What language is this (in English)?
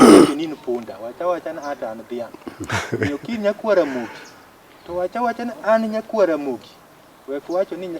Luo (Kenya and Tanzania)